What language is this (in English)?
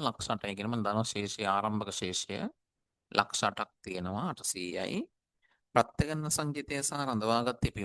Sinhala